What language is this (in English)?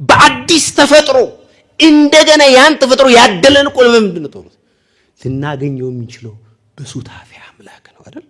Amharic